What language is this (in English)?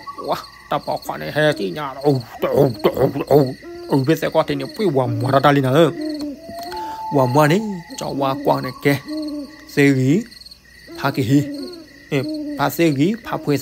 S'gaw Karen